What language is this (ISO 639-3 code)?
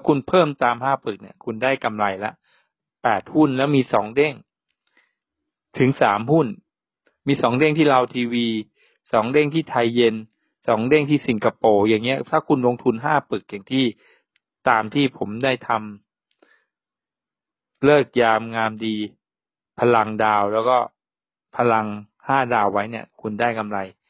tha